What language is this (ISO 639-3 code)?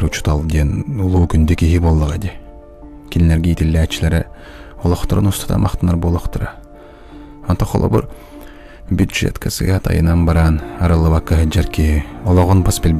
sah